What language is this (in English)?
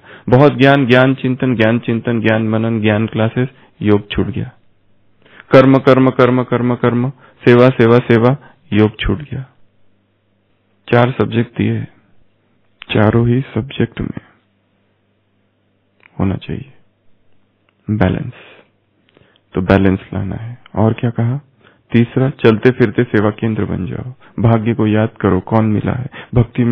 Hindi